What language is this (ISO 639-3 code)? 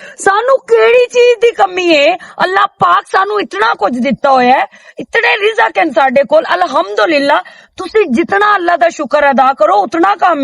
lah